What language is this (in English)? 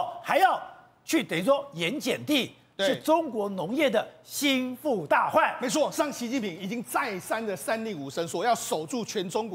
Chinese